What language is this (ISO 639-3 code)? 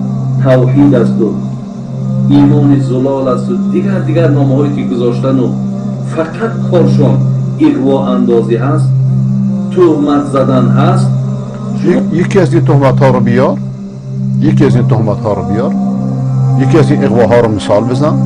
fas